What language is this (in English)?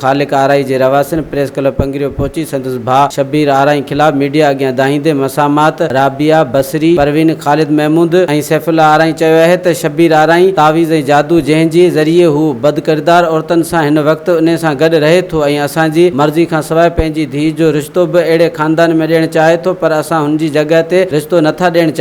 Sindhi